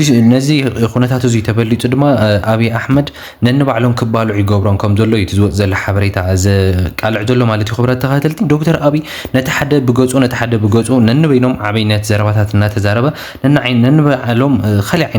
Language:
Tigrinya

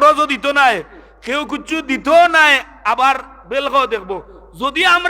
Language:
Sylheti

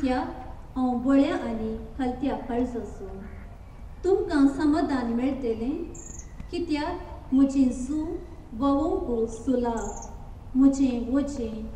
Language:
Konkani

